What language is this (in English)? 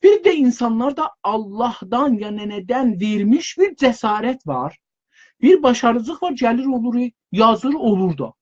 South Azerbaijani